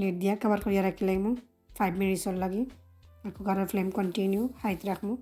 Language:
Sylheti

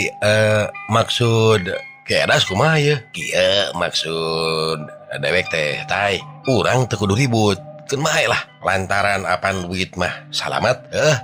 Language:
Sundanese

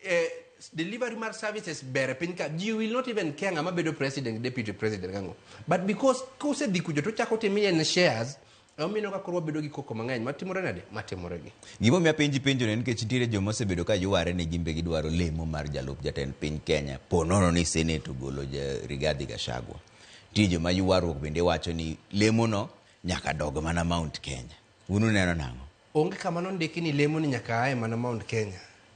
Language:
Luo (Kenya and Tanzania)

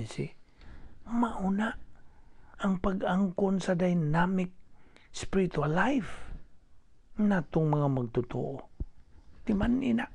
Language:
Cebuano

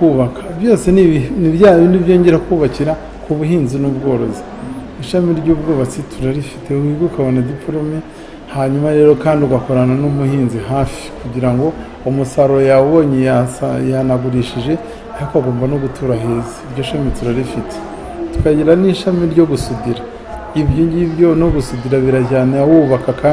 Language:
Kinyarwanda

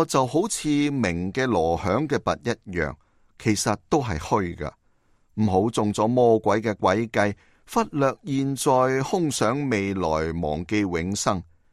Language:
Cantonese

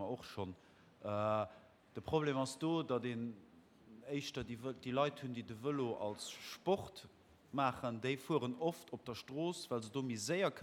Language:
Luxembourgish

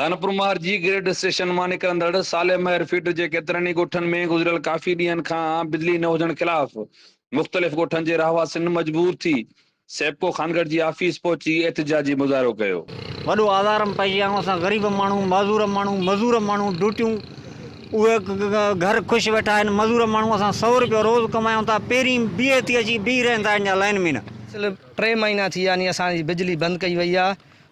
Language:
Sindhi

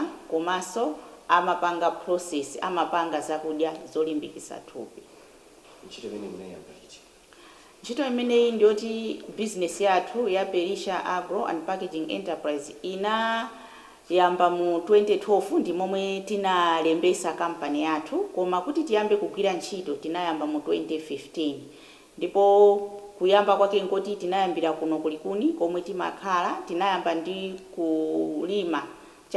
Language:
Nyanja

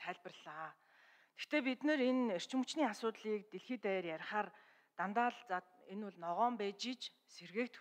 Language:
Mongolian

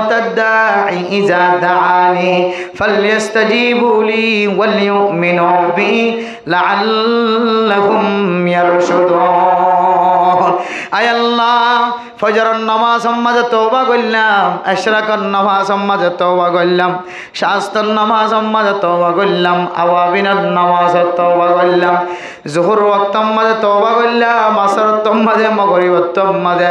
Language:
Rohingya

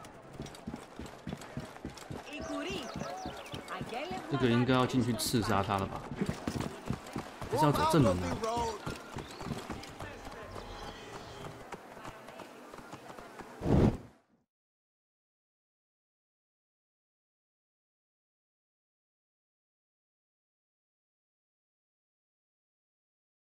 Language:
Chinese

